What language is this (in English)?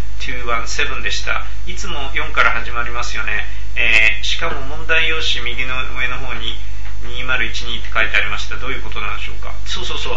Japanese